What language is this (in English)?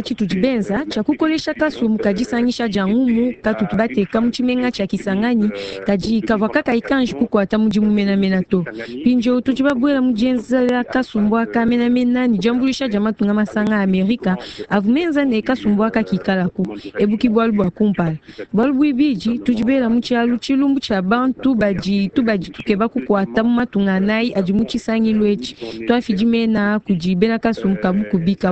Luba-Lulua